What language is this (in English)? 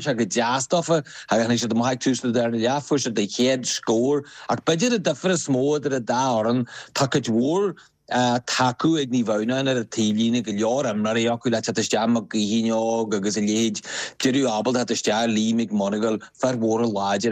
Irish